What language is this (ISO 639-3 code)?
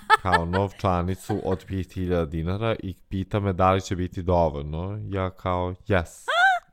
srp